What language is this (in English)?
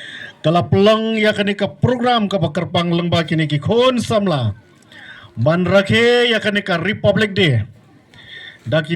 Khasi